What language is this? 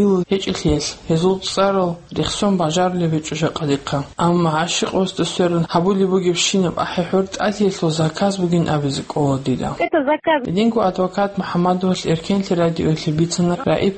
Avaric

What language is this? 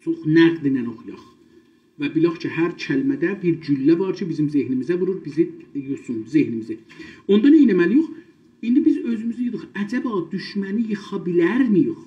South Azerbaijani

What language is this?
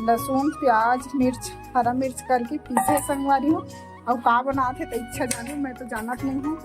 Chhattisgarhi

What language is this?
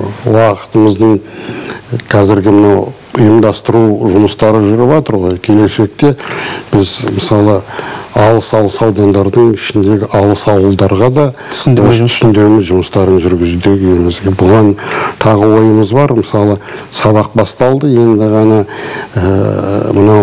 Kazakh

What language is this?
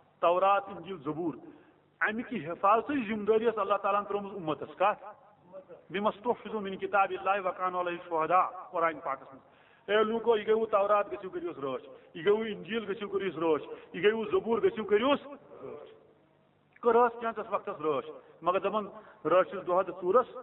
Kashmiri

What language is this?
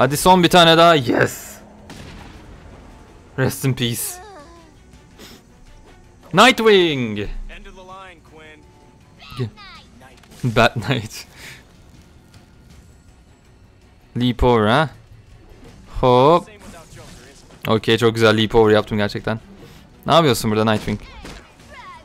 Turkish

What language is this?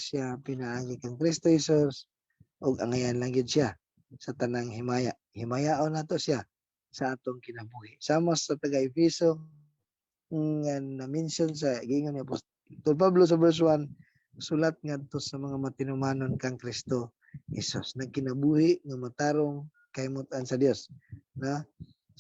Cebuano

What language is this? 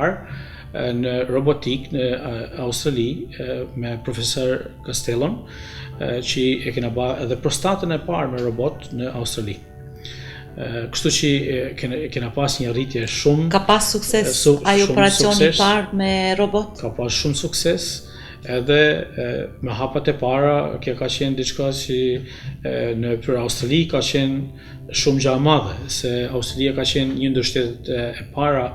Albanian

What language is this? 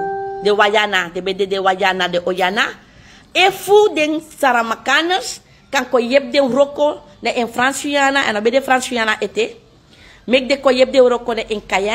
Sranan Tongo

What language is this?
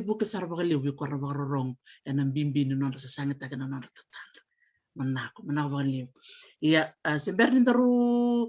Fijian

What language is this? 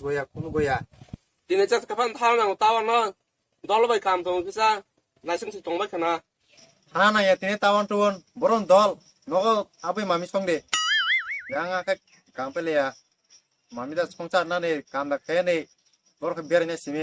Kok Borok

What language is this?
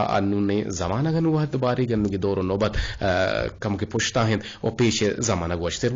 Eastern Balochi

